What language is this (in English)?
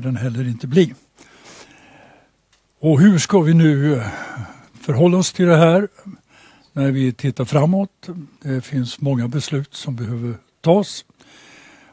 Swedish